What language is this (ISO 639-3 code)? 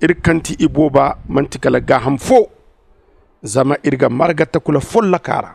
dje